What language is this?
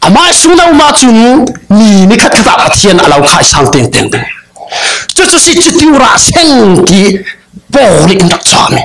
Falam Chin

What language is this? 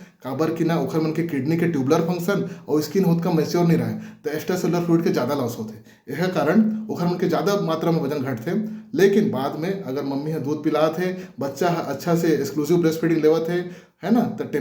Chhattisgarhi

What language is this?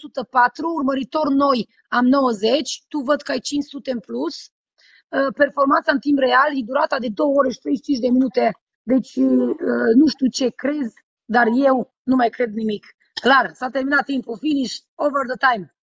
Romanian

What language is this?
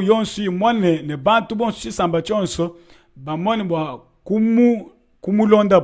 Luba-Lulua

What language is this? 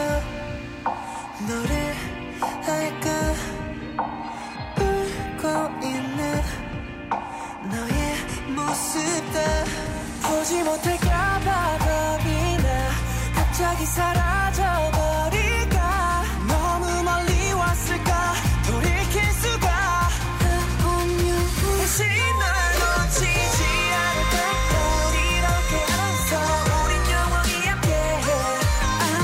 Korean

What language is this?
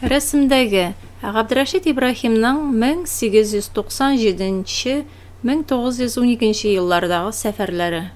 Tatar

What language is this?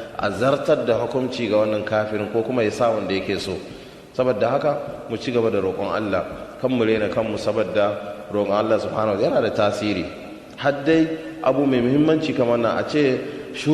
Hausa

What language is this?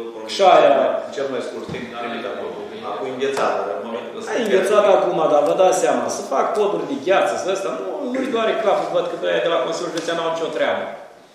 Romanian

